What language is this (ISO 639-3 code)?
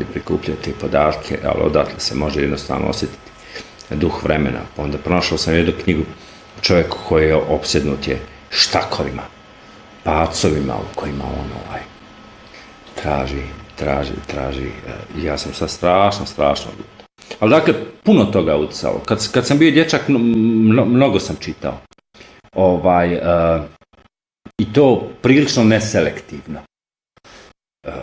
bos